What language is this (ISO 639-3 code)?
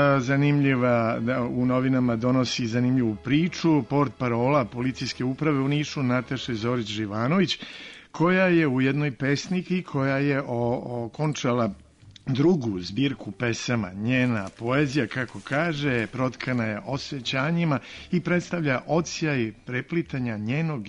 srp